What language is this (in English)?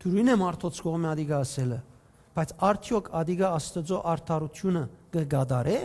Western Armenian